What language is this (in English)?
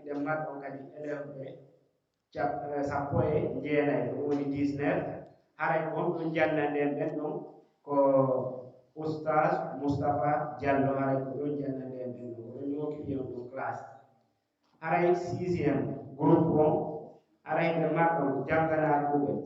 Pular